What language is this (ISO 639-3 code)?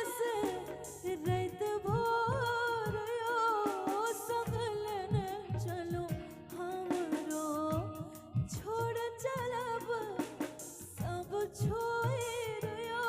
mai